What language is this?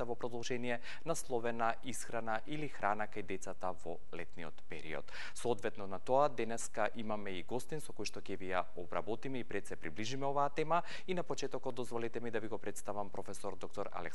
Macedonian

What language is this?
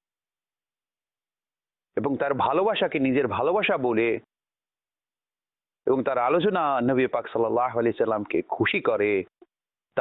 Bangla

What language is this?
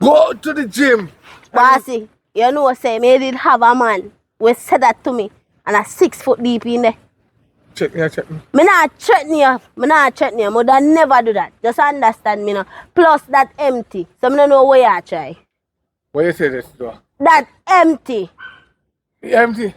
Jamaican Creole English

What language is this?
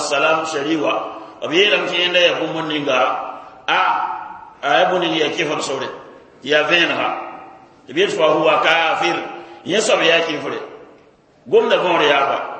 Mossi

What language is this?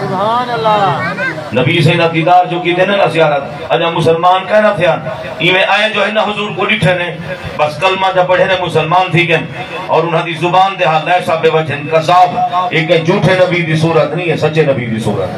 Saraiki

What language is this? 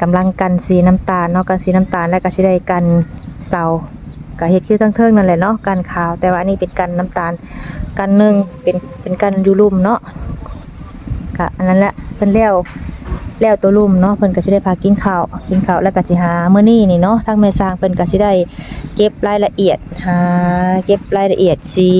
Lao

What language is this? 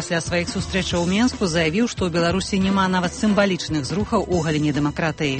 Belarusian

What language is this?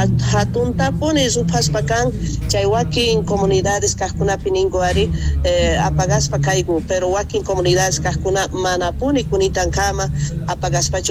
South Bolivian Quechua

